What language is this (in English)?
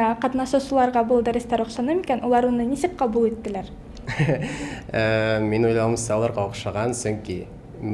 Bashkir